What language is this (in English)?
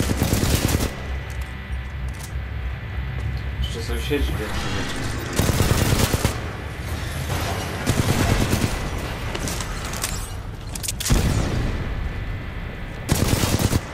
Polish